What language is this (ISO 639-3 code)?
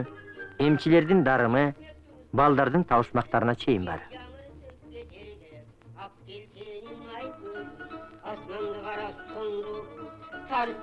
kir